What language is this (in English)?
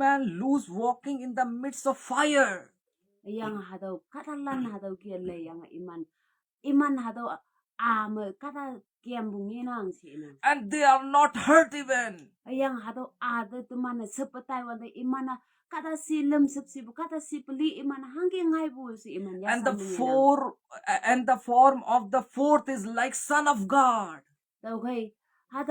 Konyak Naga